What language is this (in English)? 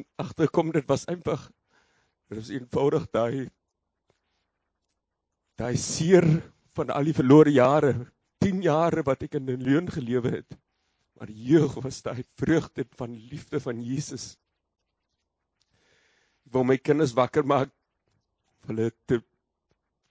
Afrikaans